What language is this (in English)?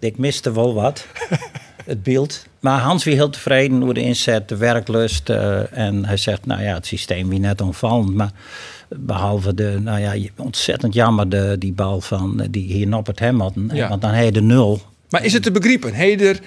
Western Frisian